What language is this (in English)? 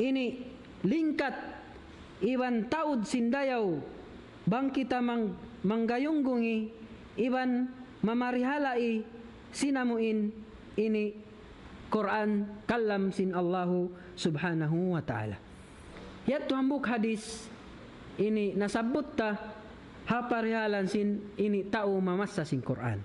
Tausug